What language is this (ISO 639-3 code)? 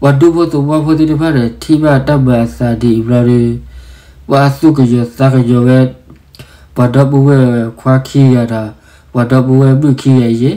ksw